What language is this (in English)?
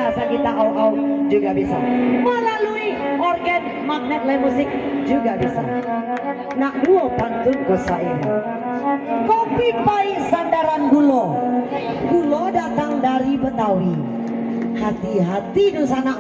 Minangkabau